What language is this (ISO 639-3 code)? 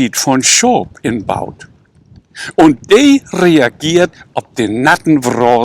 nds